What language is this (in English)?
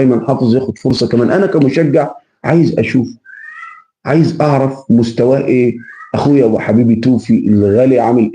Egyptian Arabic